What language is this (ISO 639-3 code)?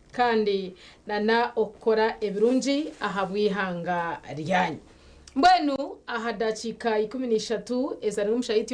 nyn